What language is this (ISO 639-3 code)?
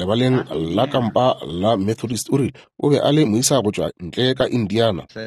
nso